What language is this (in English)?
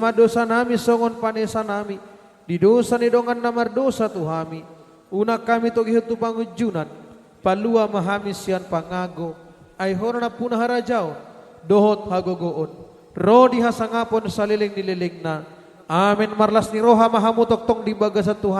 Batak Toba